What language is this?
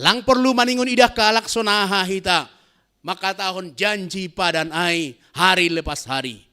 Batak Simalungun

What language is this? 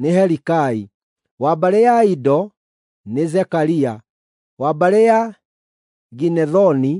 Kikuyu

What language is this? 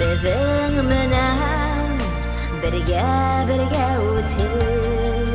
Bashkir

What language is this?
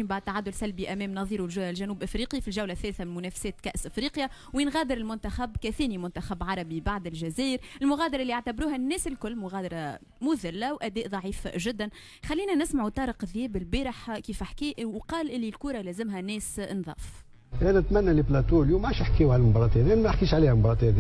Tunisian Arabic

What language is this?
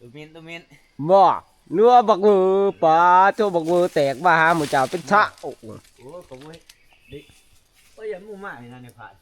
Northeastern Thai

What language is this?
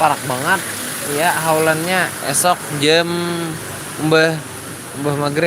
Banjar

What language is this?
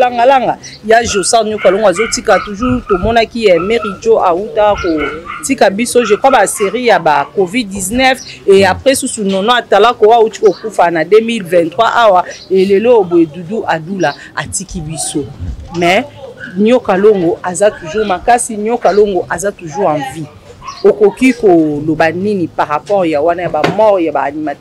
Lingala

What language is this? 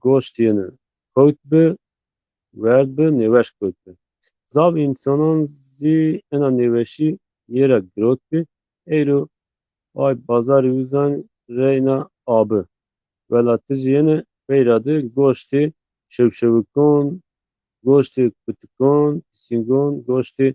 Zaza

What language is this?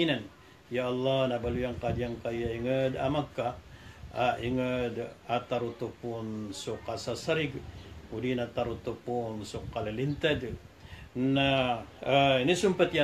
Maranao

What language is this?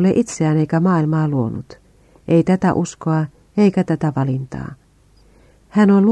Finnish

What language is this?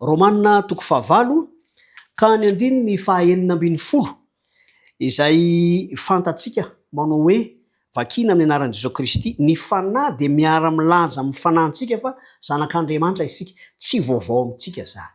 Malagasy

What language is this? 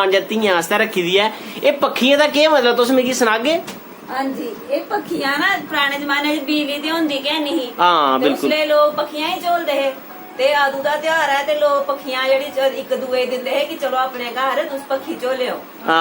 Dogri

